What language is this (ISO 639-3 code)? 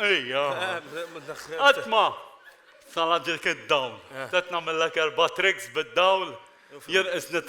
mlt